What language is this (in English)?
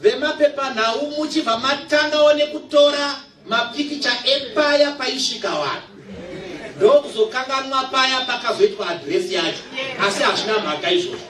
Shona